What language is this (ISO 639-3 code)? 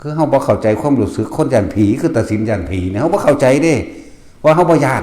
tts